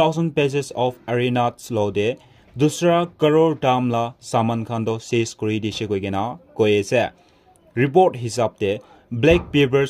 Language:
Naga Pidgin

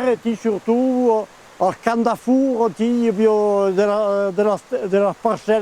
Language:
Occitan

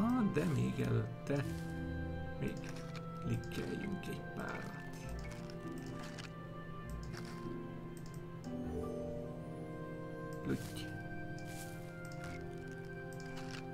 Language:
Hungarian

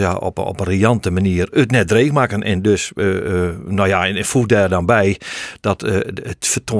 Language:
Western Frisian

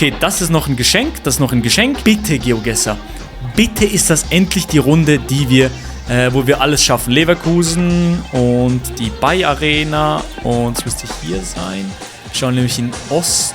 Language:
Swiss German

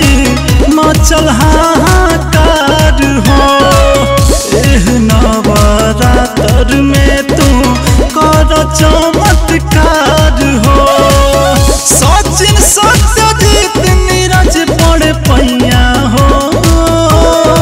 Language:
Bhojpuri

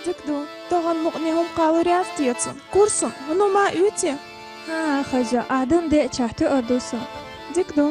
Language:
Chechen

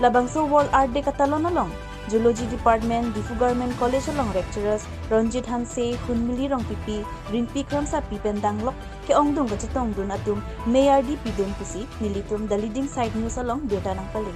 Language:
Karbi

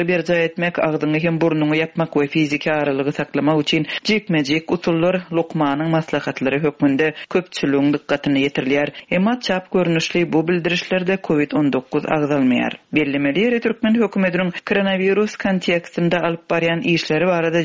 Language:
Turkmen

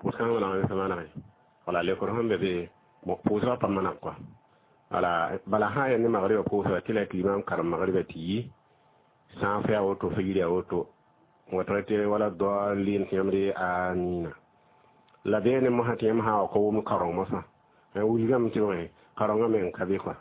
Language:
Mossi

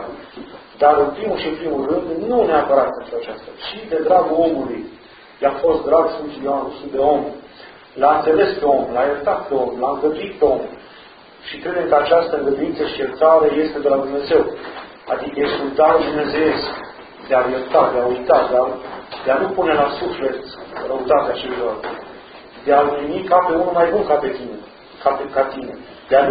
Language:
Romanian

